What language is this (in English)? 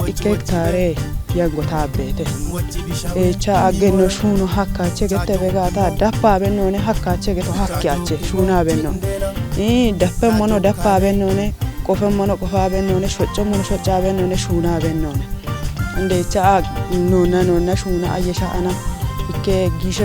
Kafa